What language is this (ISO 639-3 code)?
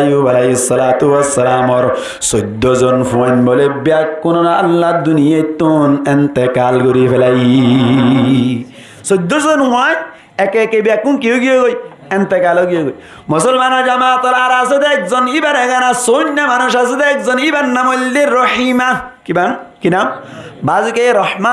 rhg